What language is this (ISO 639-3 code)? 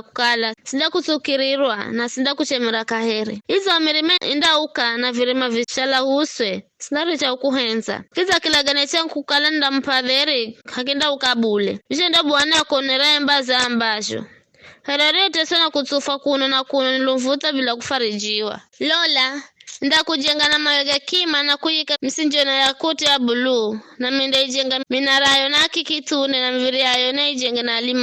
nyf